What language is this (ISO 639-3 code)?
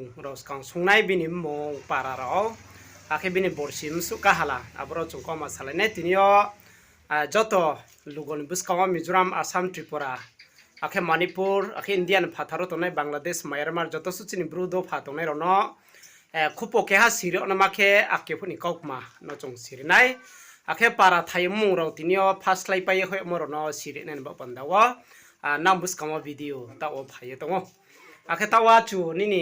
ria